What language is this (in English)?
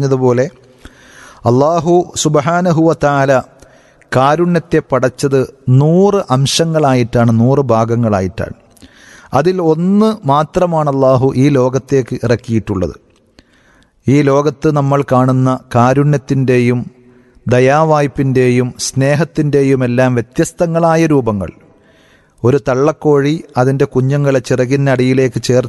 Malayalam